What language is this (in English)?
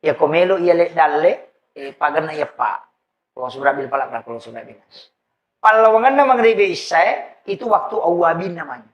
Buginese